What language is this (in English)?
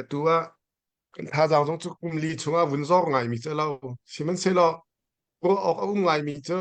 Hakha Chin